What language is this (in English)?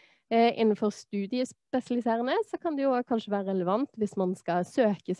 Norwegian